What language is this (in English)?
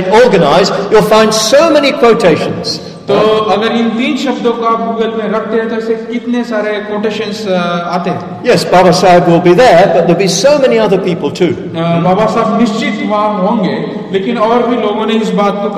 Hindi